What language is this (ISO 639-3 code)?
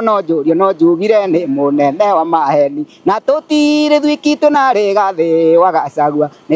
kik